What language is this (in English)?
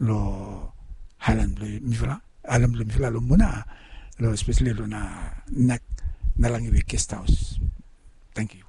Bislama